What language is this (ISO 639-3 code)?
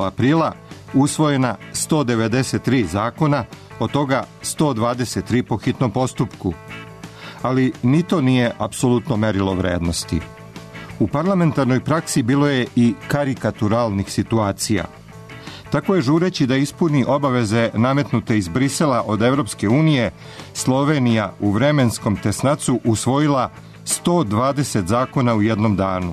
srp